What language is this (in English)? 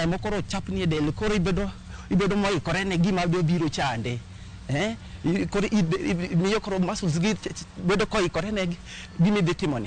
Luo (Kenya and Tanzania)